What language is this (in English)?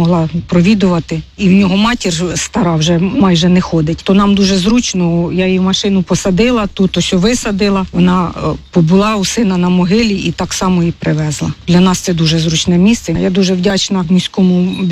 Ukrainian